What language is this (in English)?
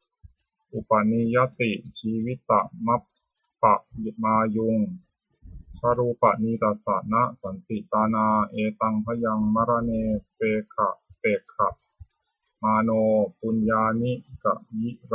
Pali